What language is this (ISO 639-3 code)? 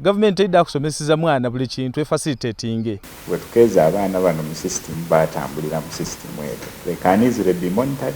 xog